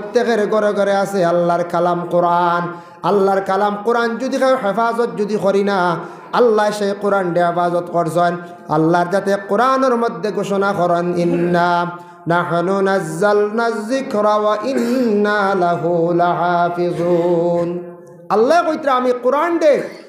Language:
Sylheti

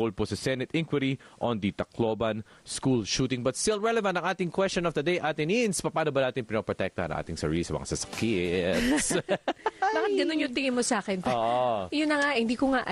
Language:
Filipino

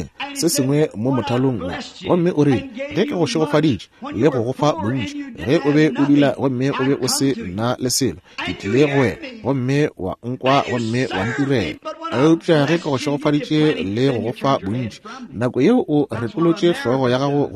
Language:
Northern Sotho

